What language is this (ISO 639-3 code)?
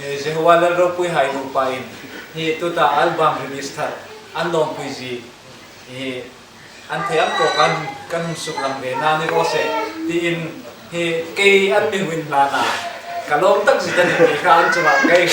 hmr